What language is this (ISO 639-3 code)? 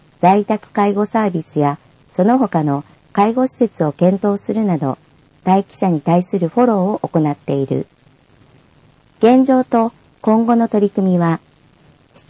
jpn